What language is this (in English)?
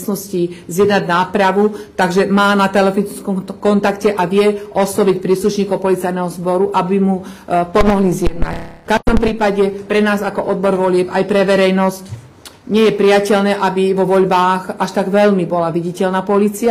Slovak